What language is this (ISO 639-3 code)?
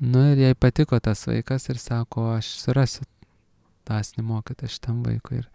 lit